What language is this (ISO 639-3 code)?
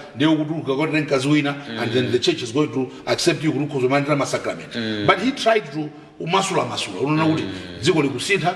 nya